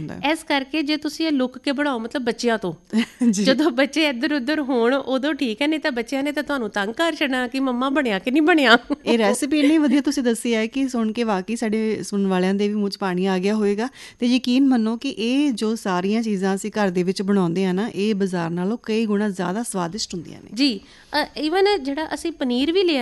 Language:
Punjabi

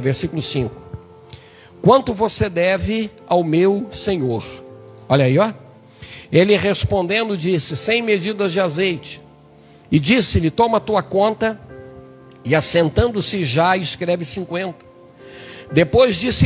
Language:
Portuguese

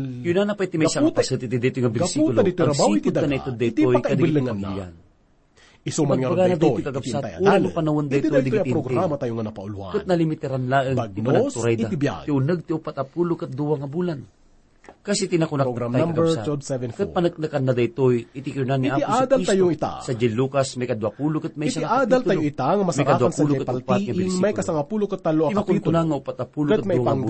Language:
Iloko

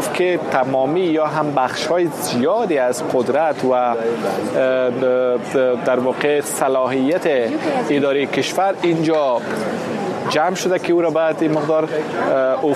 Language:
Persian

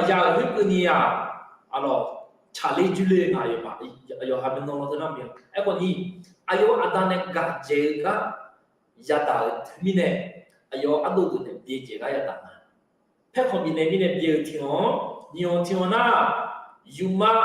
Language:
Akha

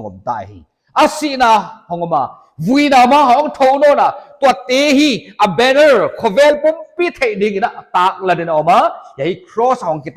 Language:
Paite Chin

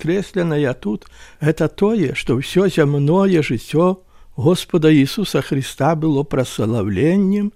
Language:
Belarusian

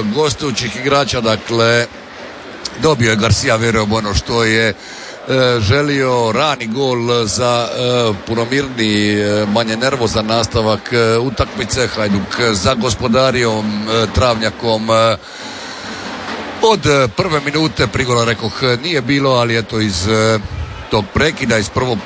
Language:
Croatian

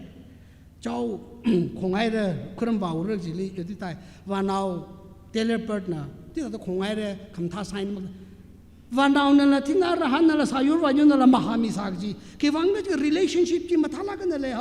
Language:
Tangkhul Naga (India)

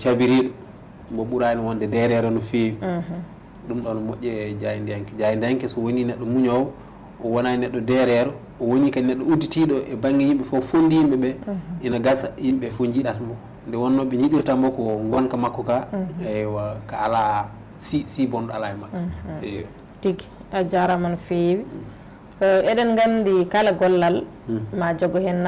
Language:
Fula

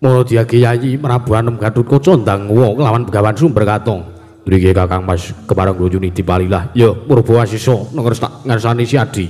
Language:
Javanese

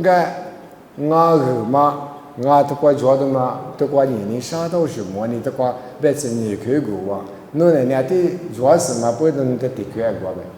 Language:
Lisu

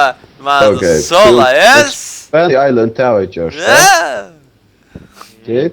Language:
Faroese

